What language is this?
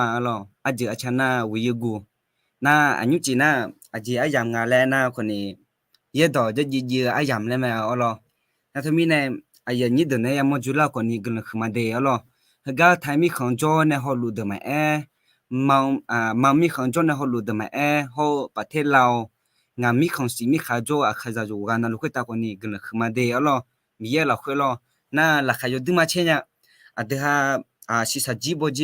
Akha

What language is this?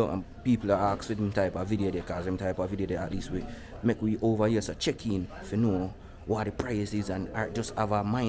Jamaican Creole English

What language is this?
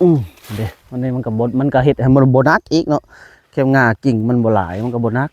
Northeastern Thai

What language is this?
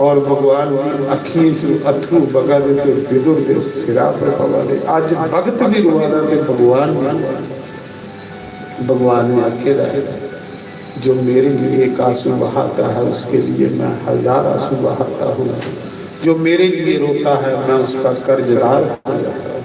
Dogri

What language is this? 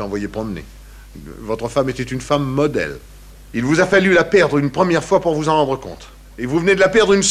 French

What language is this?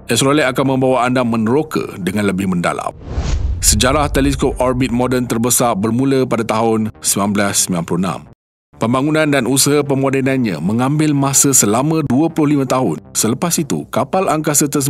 Malay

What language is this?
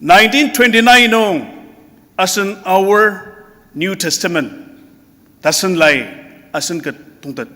Ao Naga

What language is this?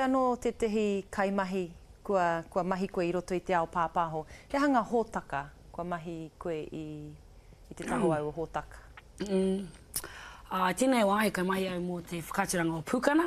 Māori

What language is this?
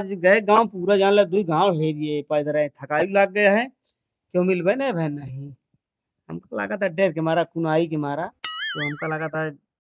Awadhi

